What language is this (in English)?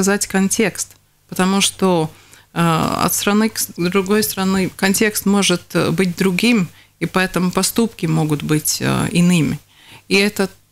Russian